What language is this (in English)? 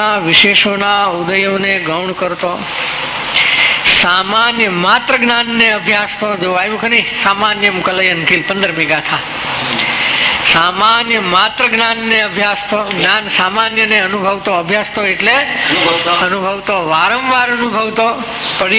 Gujarati